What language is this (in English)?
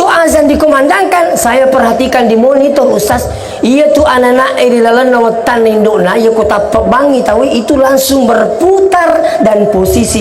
Buginese